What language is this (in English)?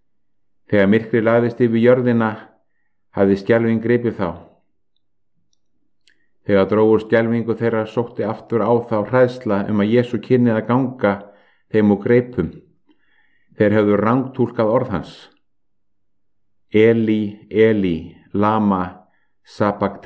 Icelandic